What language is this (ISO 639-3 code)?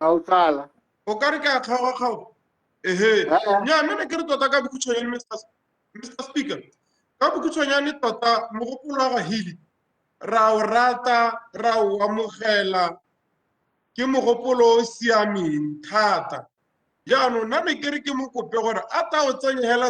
tsn